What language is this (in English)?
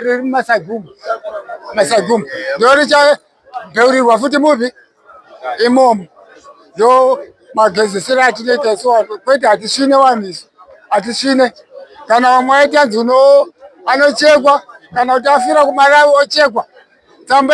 Shona